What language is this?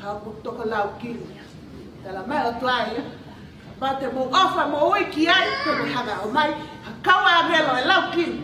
Tongan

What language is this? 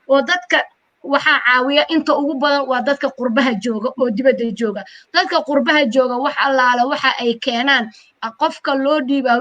Somali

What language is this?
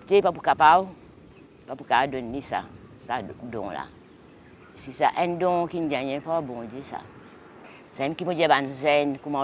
Morisyen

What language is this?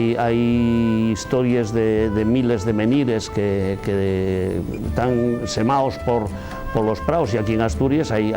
Asturian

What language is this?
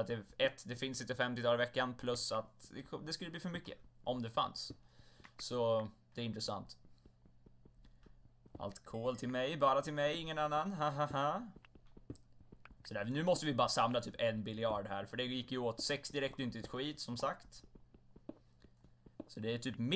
Swedish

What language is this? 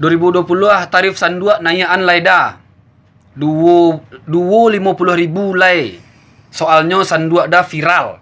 Minangkabau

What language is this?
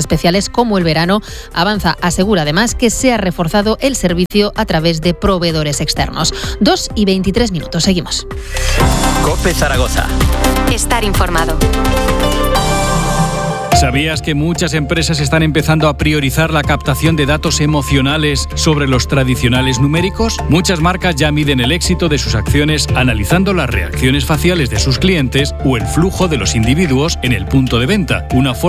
Spanish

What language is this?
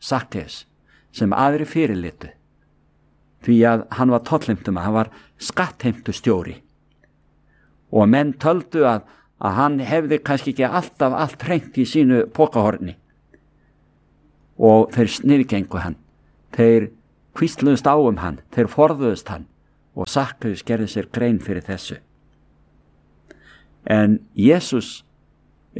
Icelandic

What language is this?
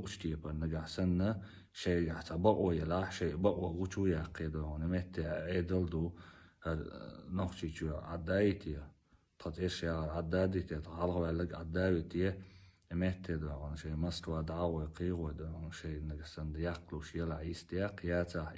Chechen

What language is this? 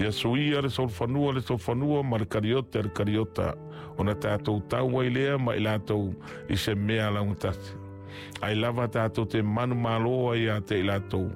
Samoan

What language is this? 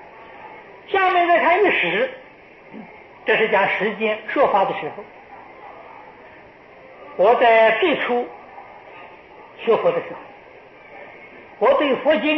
Chinese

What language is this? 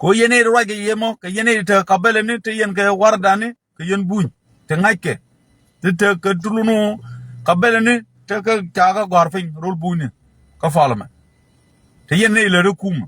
Nuer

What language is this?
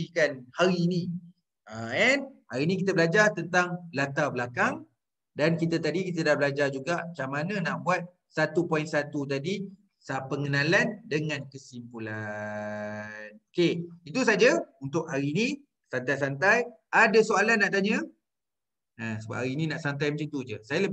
Malay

